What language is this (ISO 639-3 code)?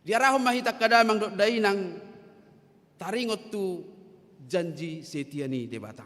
bbc